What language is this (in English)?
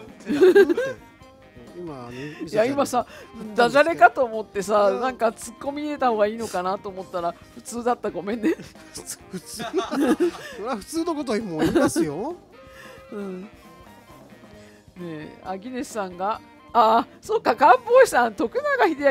Japanese